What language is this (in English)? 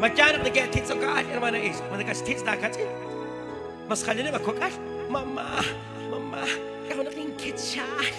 Kekchí